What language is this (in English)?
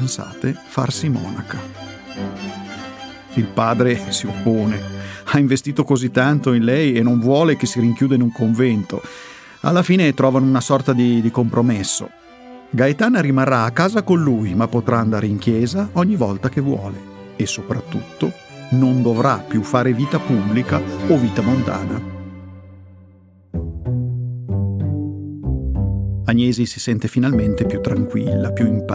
Italian